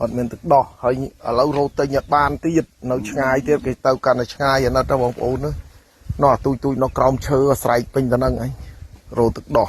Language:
Khmer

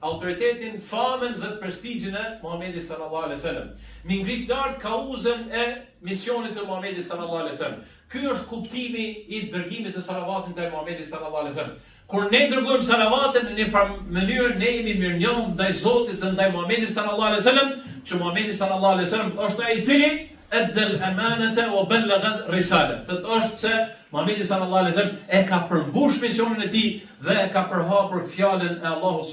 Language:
Albanian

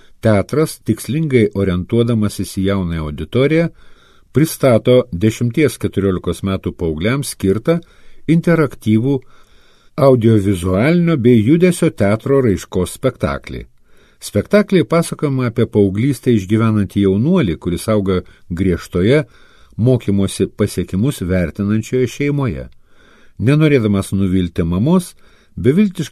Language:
Lithuanian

